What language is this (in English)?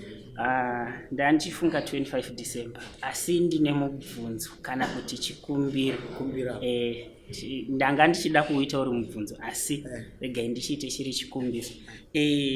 Shona